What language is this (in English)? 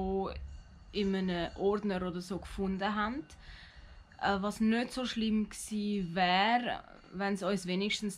Swiss German